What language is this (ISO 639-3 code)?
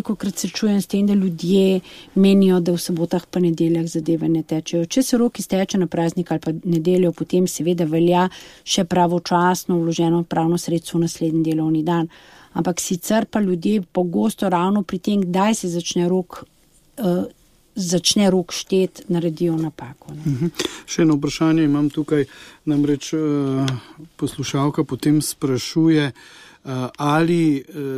slv